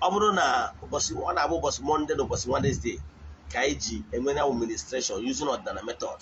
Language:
Igbo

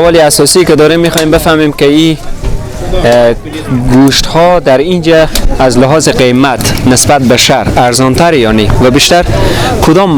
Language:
Persian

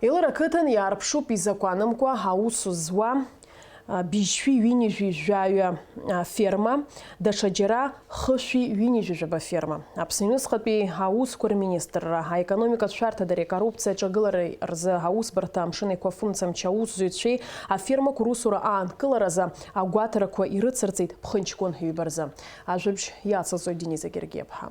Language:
Abkhazian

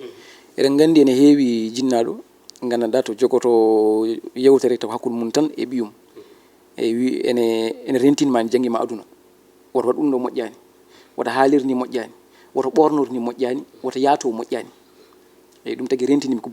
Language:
Fula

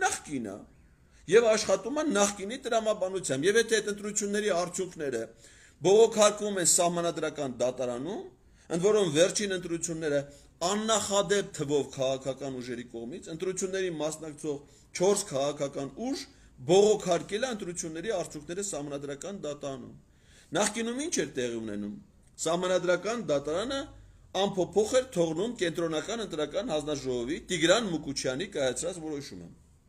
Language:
Armenian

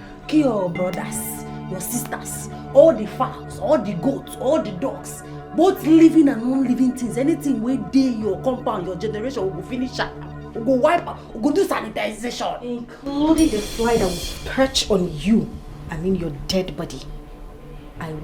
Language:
Nigerian Pidgin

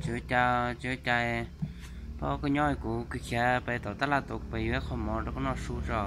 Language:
Hmong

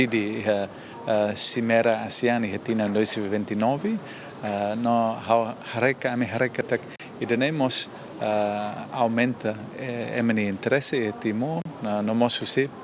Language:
Tetum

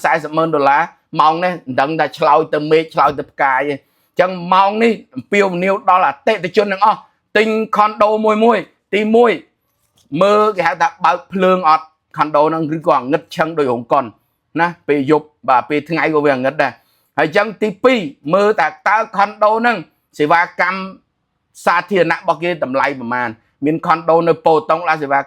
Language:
Khmer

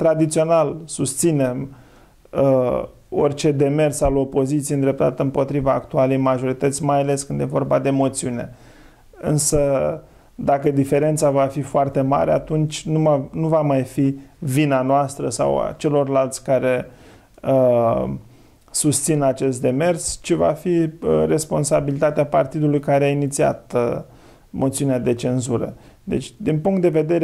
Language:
Romanian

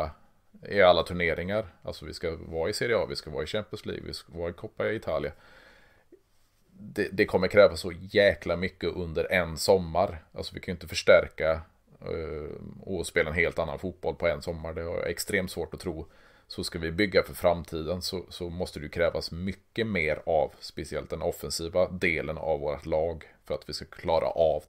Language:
Swedish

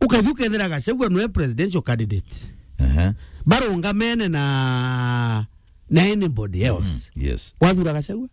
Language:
Meru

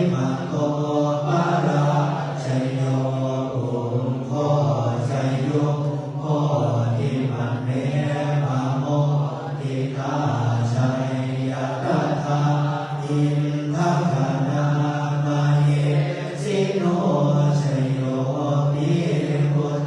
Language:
Pali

